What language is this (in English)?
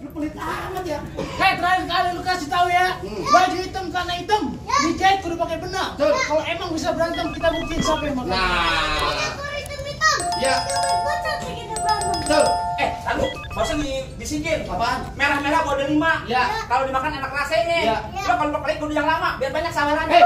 Betawi